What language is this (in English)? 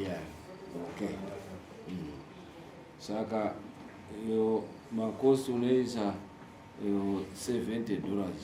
Shona